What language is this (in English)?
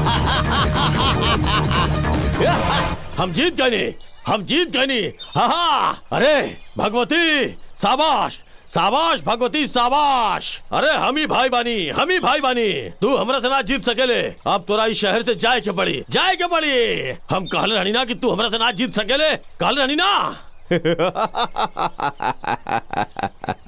Bhojpuri